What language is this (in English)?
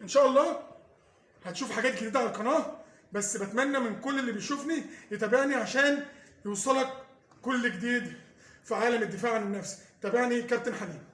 Egyptian Arabic